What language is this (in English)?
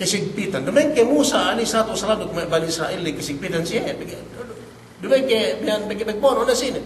Yakan